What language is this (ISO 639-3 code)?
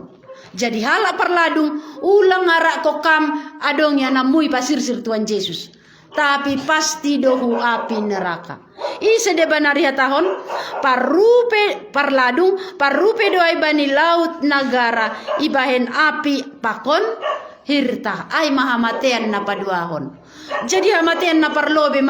bts